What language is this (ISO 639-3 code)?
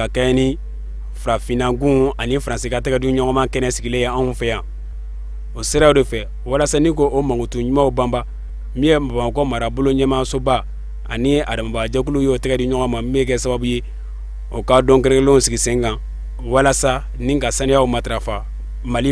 bam